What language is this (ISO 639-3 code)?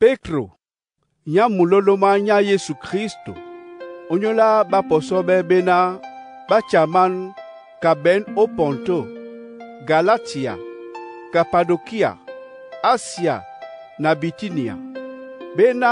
dua